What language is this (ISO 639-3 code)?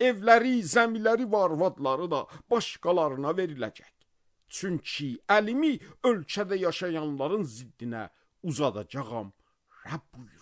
aze